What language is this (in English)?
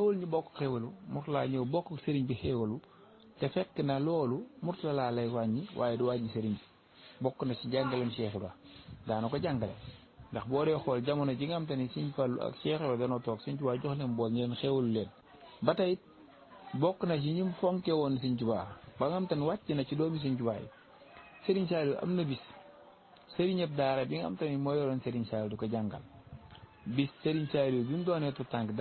Wolof